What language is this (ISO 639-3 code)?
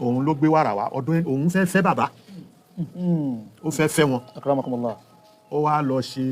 yor